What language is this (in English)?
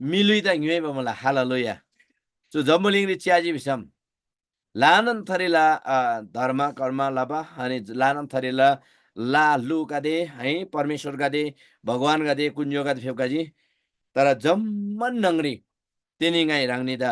Eastern Tamang